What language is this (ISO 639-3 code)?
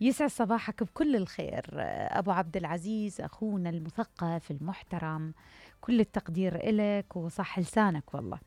acm